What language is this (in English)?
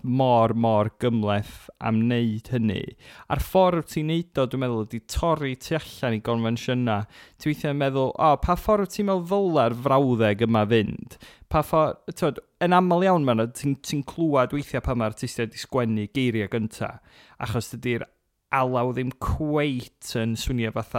Welsh